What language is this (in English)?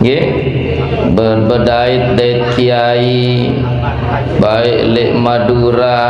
Sasak